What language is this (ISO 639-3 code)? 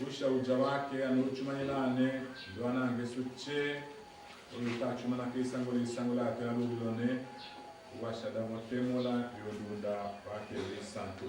tll